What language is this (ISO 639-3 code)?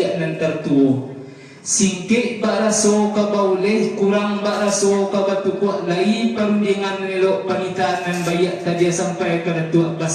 min